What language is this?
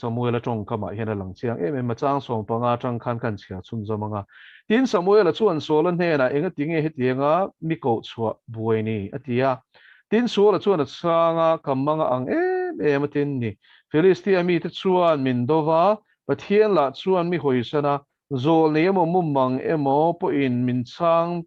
Mizo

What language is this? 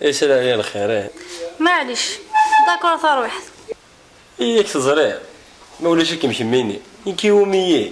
Kabyle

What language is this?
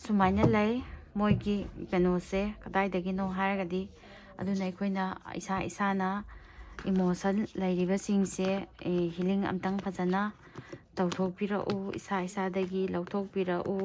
Manipuri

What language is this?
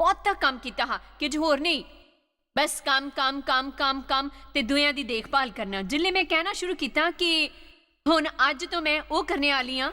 Dogri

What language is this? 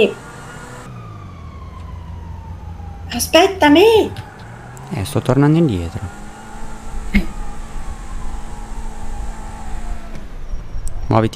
Italian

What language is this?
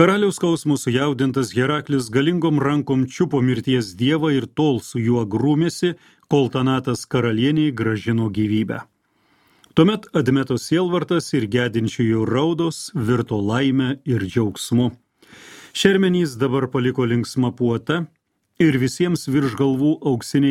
Lithuanian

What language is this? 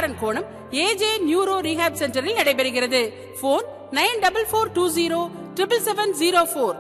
Tamil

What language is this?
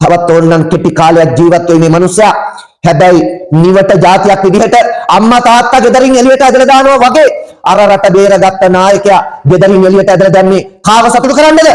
Sinhala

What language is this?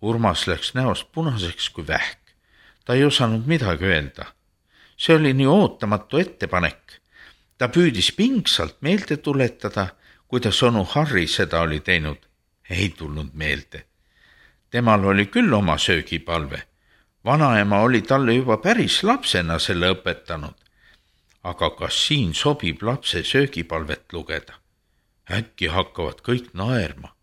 Estonian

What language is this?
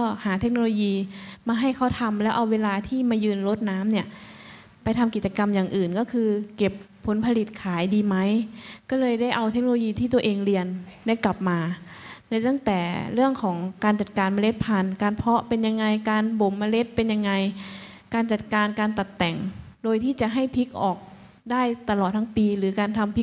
Thai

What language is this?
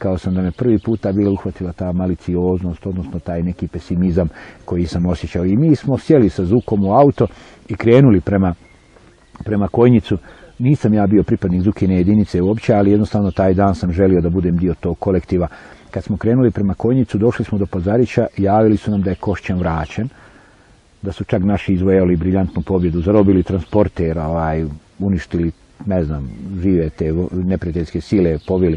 Bosnian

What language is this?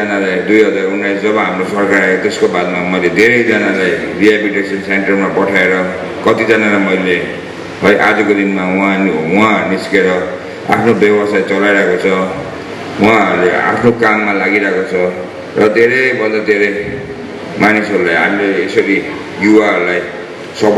Nepali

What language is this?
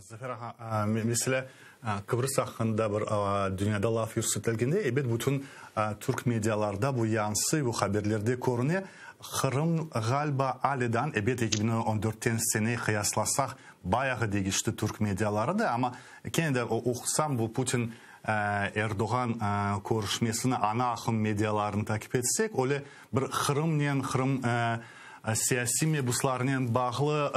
Crimean Tatar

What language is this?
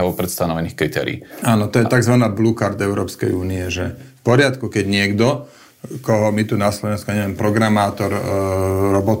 Slovak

